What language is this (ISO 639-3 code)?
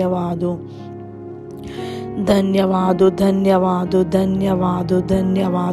pan